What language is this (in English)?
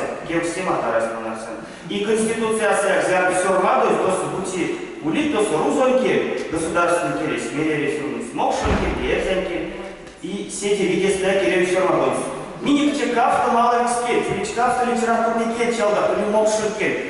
Erzya